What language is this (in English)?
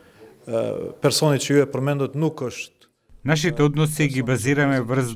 Macedonian